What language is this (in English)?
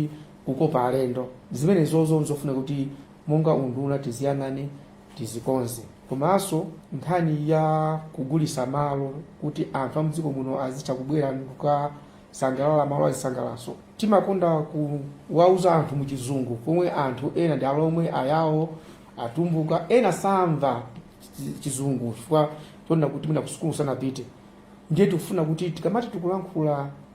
Nyanja